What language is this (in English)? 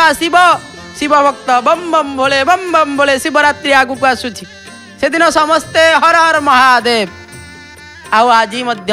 Odia